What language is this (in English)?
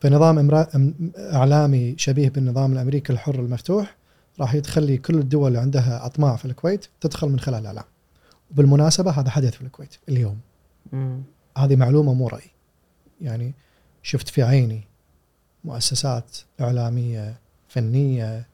Gulf Arabic